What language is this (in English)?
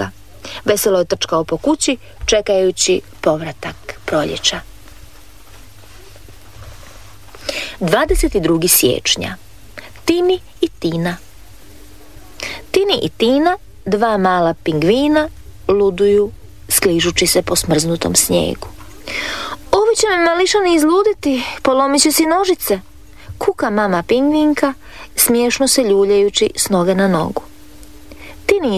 Croatian